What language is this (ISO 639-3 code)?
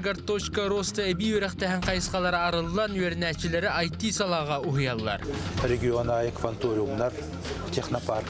sah